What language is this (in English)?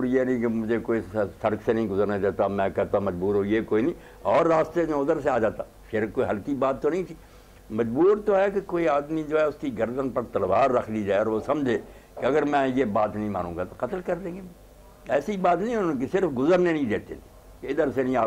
Urdu